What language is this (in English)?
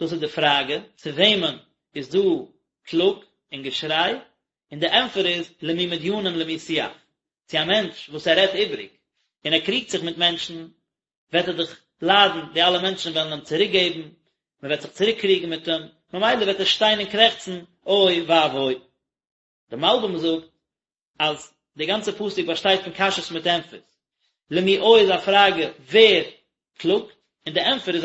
Yiddish